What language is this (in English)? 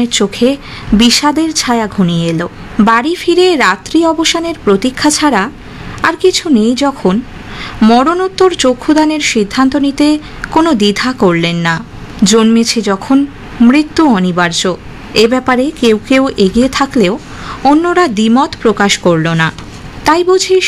Bangla